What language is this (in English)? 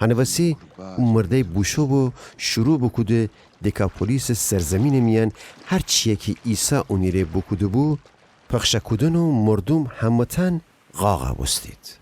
Gilaki